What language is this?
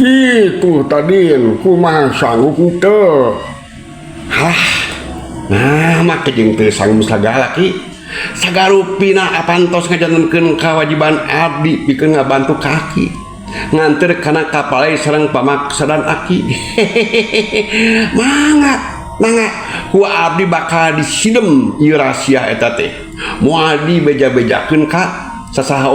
Sundanese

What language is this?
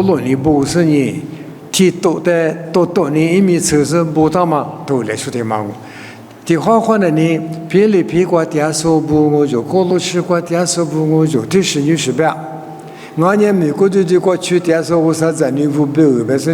Lisu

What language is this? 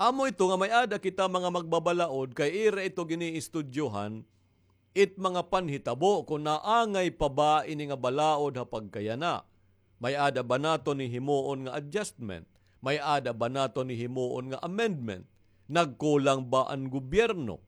Waray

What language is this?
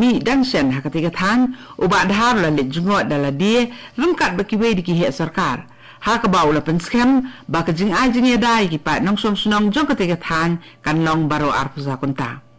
Khasi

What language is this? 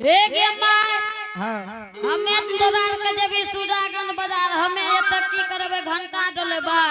Angika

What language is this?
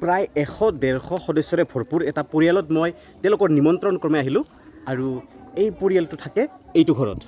Assamese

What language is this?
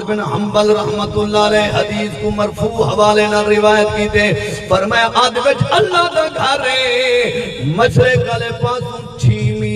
Saraiki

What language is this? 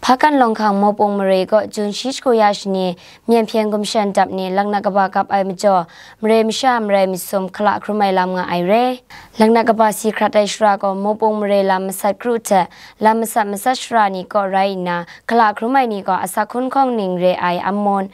Kachin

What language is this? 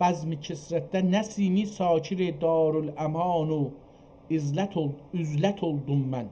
South Azerbaijani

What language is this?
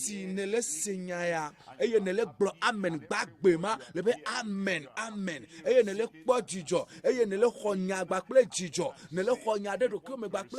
Ewe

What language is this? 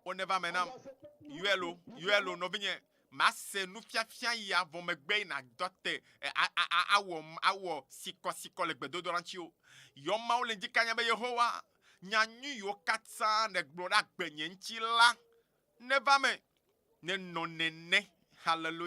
Ewe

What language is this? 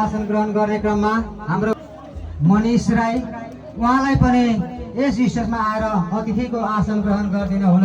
Nepali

